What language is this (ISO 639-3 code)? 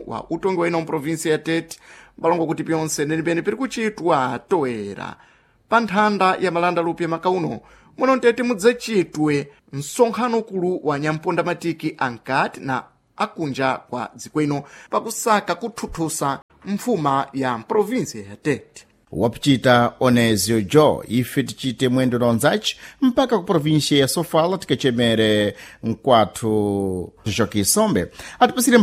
seh